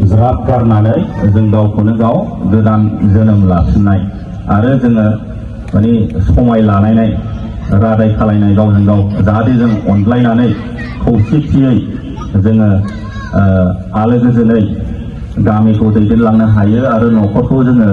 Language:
Bodo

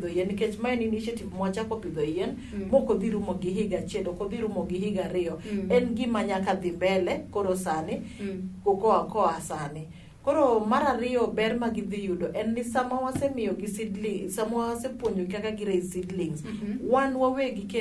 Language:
Luo (Kenya and Tanzania)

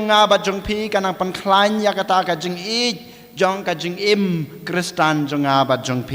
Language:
Khasi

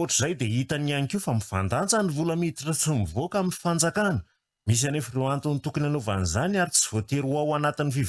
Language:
Malagasy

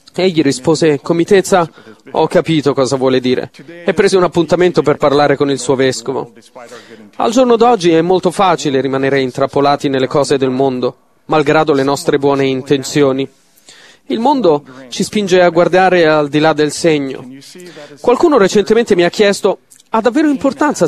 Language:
Italian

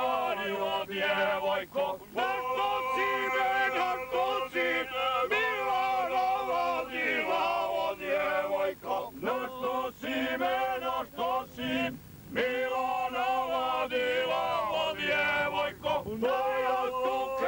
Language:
Croatian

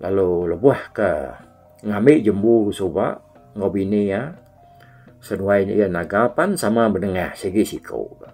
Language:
Iban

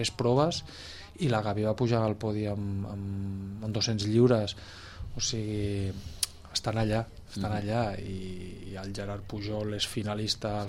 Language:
Catalan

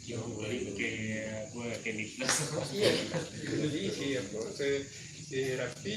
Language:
Minangkabau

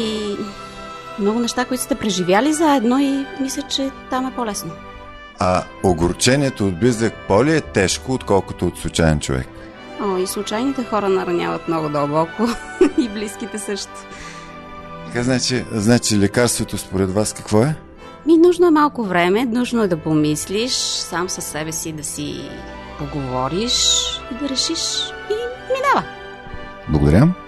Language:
Bulgarian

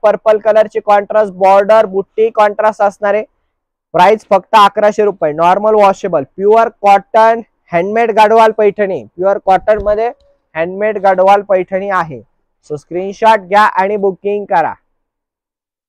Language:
Marathi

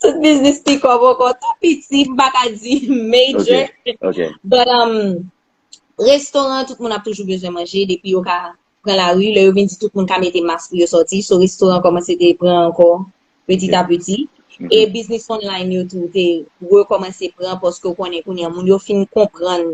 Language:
Haitian Creole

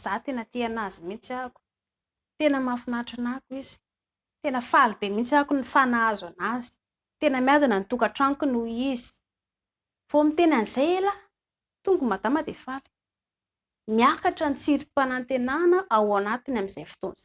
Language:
Malagasy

